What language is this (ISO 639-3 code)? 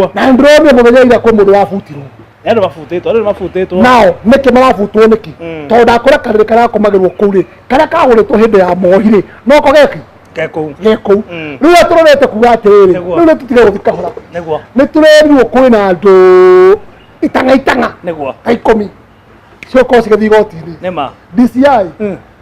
kik